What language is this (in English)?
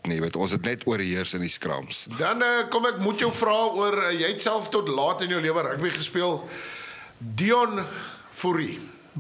Afrikaans